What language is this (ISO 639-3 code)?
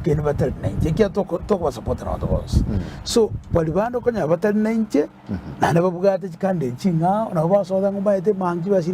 guz